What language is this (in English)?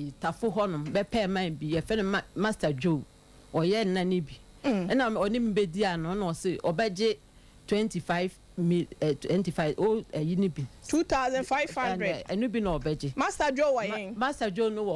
Akan